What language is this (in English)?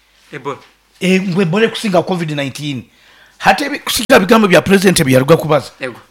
Nyoro